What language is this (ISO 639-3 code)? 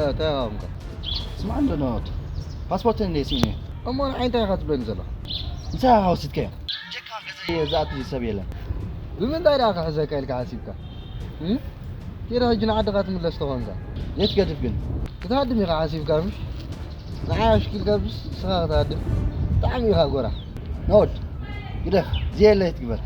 tir